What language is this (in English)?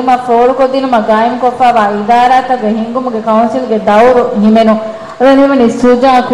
Divehi